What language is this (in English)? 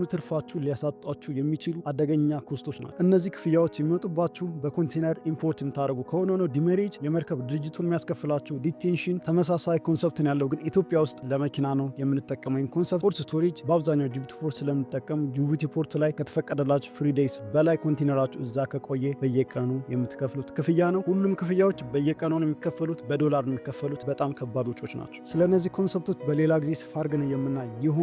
Amharic